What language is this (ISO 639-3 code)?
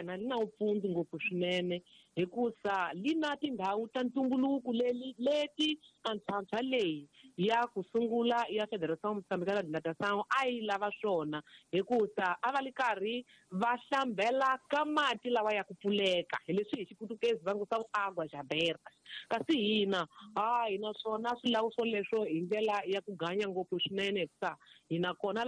tso